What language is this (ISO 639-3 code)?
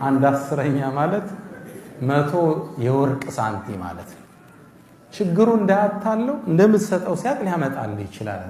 amh